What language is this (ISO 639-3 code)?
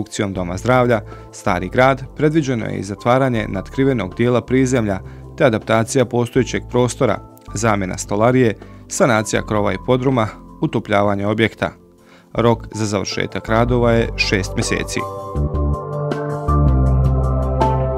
bos